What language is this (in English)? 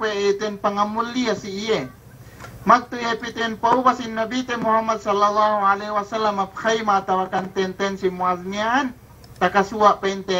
Yakan